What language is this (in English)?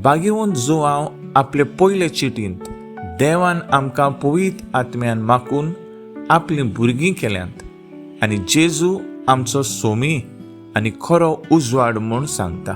Konkani